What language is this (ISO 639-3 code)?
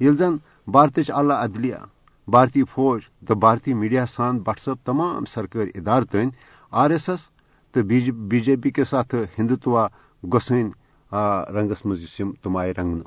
kas